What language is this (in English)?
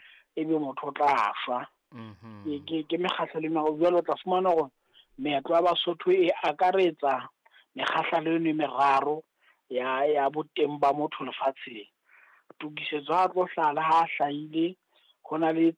Southern Sotho